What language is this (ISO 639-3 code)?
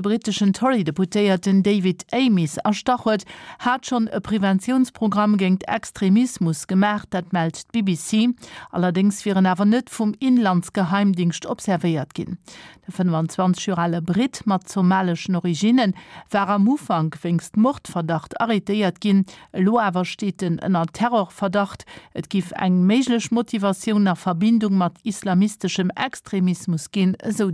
ltz